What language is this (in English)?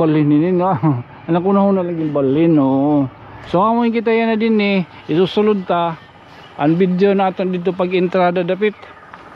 Waray